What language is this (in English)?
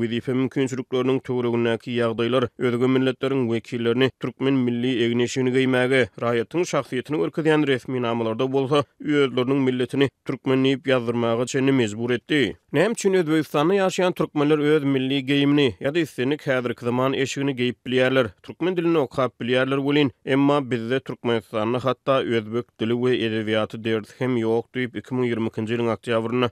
Turkmen